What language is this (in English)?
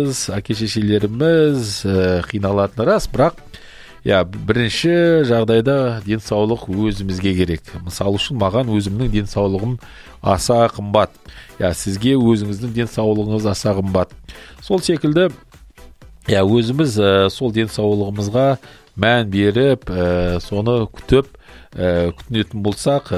Kazakh